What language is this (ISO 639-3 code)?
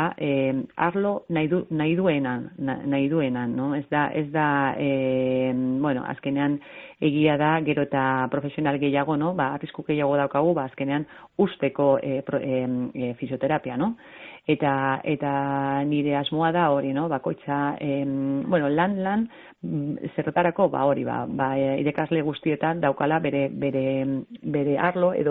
eus